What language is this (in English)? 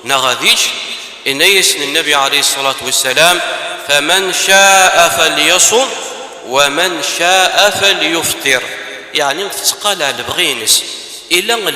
Kabyle